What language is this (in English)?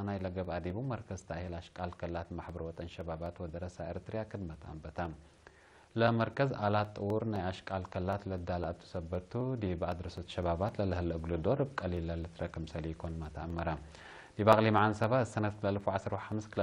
Tigre